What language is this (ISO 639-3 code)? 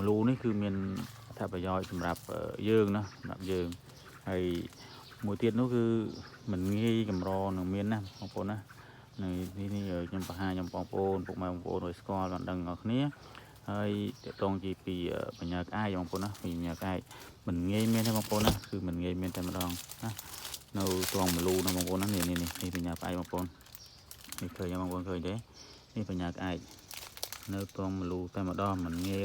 khm